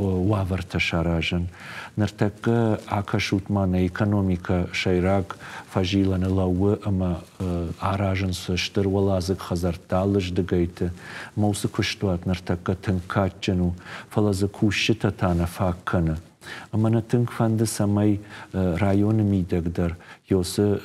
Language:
Ossetic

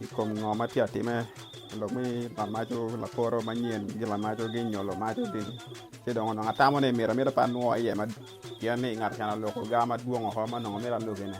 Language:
Acoli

